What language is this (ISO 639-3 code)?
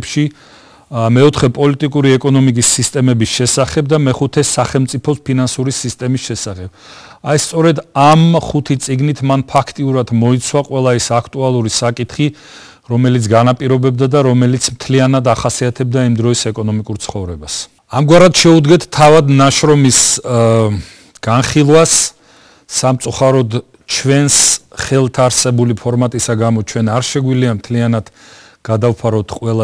kat